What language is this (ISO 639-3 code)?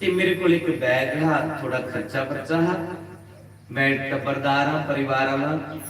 doi